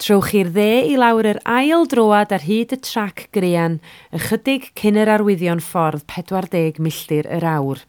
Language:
Welsh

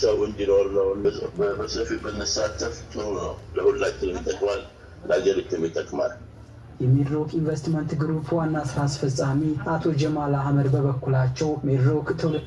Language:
Amharic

